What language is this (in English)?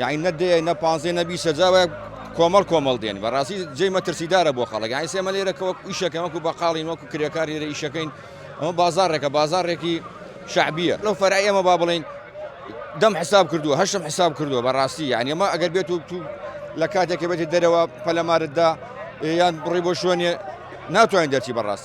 Central Kurdish